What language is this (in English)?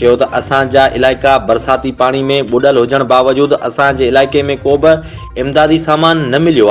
Sindhi